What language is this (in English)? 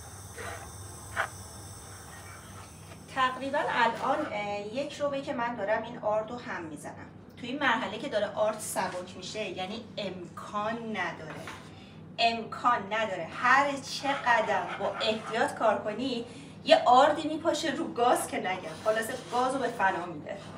Persian